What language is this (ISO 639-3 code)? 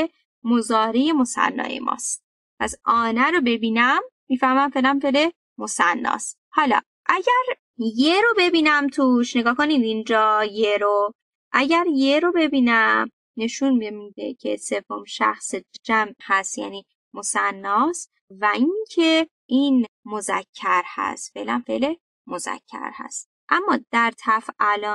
fas